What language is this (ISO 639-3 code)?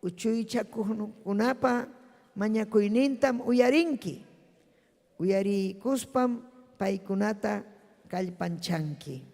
quy